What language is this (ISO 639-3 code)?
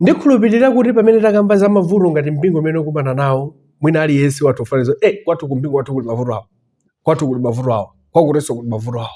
nya